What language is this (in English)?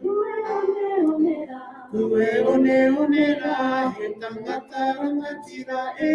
Māori